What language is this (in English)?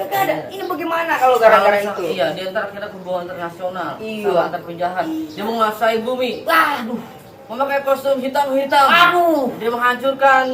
Betawi